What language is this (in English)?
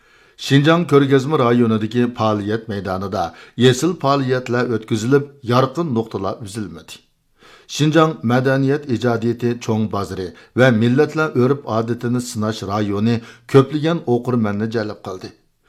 Uyghur